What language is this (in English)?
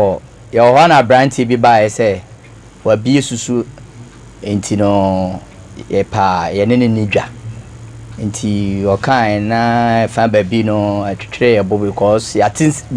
Akan